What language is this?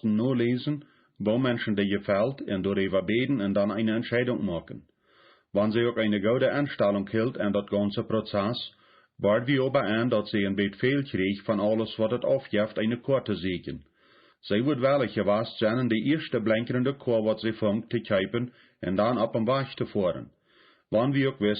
Plautdietsch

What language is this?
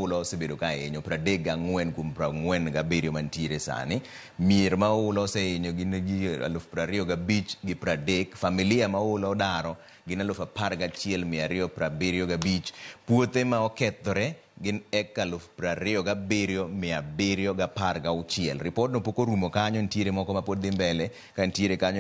Luo (Kenya and Tanzania)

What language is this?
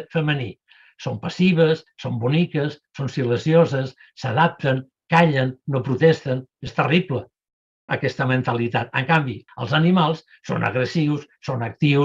Catalan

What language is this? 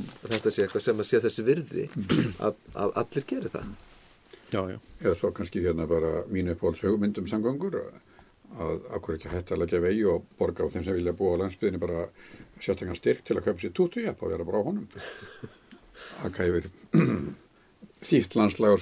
Icelandic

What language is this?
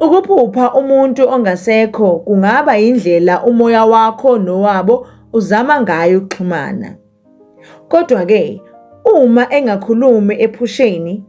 Zulu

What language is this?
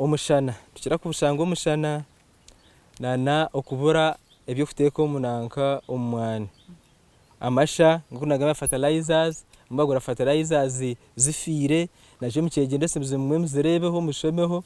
Nyankole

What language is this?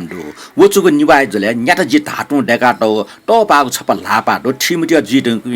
Newari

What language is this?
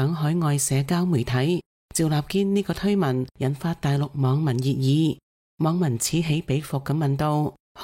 Cantonese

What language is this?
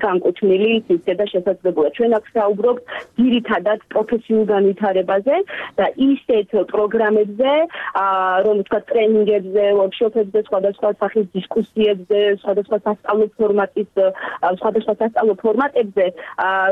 Georgian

